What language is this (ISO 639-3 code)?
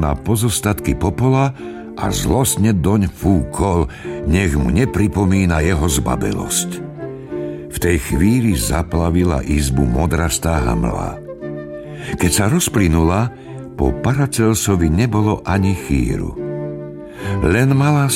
slk